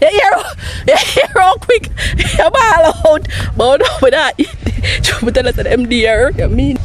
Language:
Jamaican Creole English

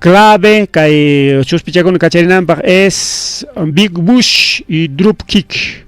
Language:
Ayacucho Quechua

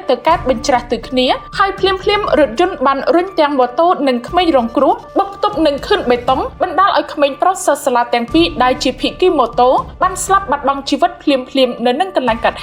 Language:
Khmer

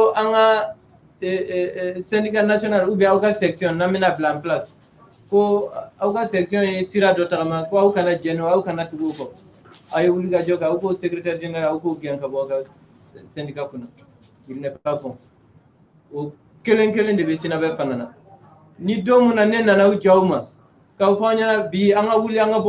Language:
Bambara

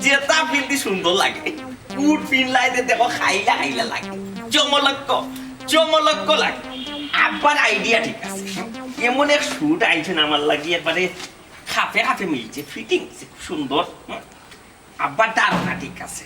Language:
Sylheti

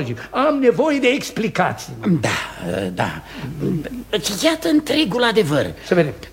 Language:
Romanian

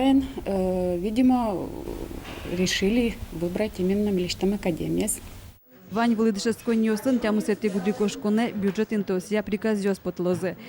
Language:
Udmurt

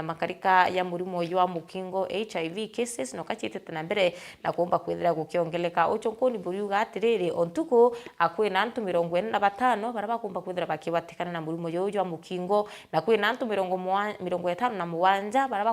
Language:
Meru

